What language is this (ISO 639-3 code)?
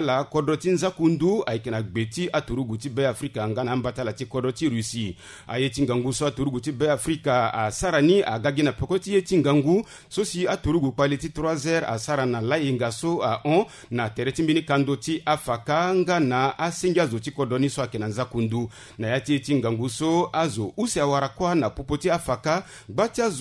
sag